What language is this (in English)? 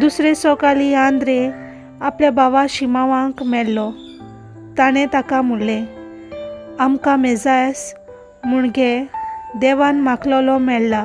Konkani